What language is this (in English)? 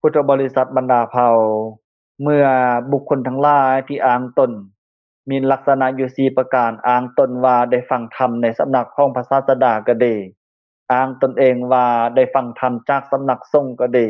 Lao